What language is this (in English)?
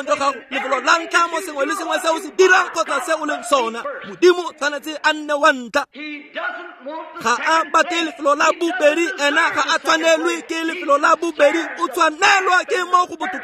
Tswana